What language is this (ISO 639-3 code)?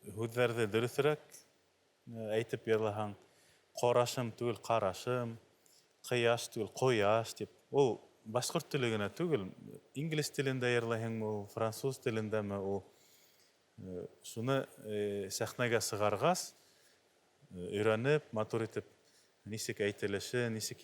bak